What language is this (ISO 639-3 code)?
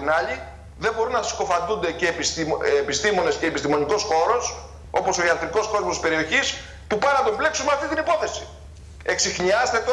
ell